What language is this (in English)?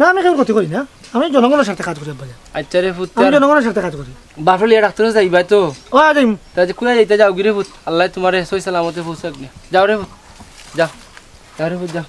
Sylheti